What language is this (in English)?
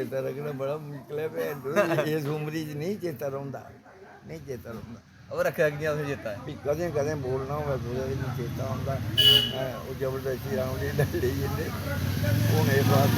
Dogri